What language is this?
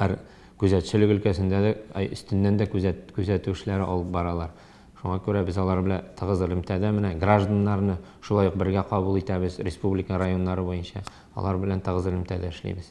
Tatar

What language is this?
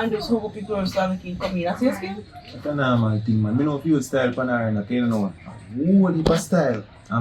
Jamaican Creole English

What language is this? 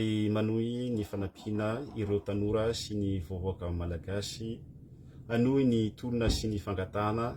Malagasy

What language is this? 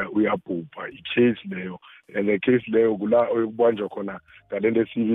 South Ndebele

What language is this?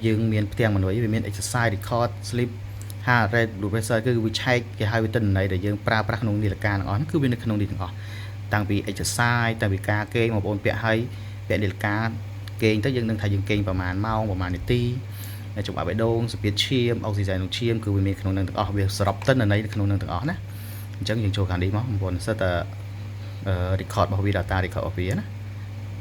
Khmer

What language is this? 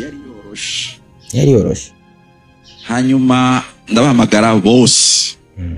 Rundi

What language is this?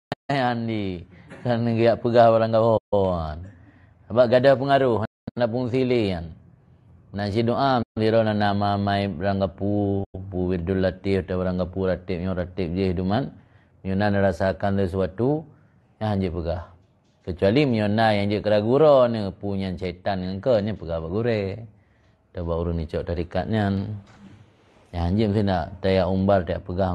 Achinese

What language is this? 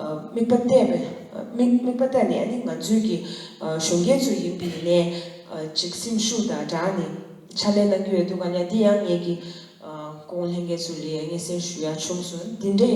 Tibetan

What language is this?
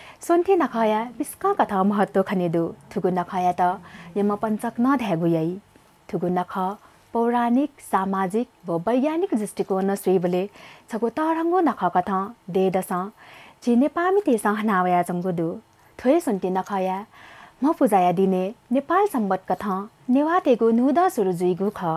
Newari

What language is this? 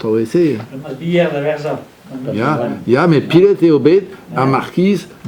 Breton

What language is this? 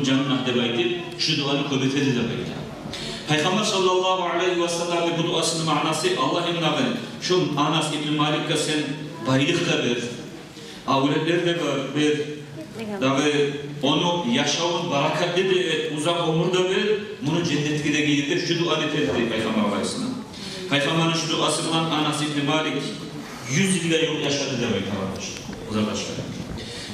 Kumyk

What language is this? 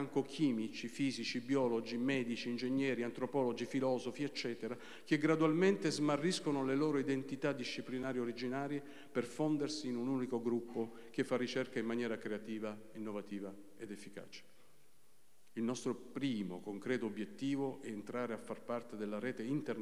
Italian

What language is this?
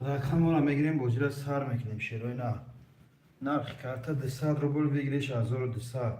Tajik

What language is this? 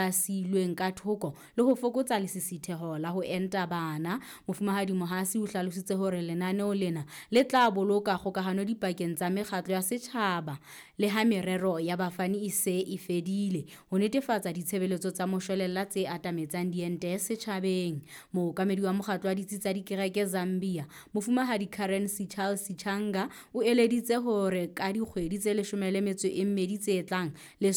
Southern Sotho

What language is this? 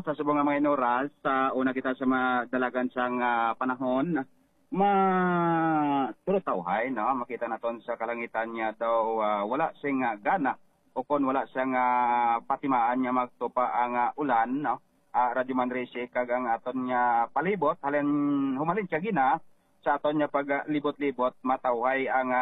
Hiligaynon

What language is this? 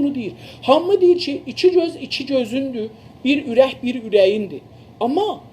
South Azerbaijani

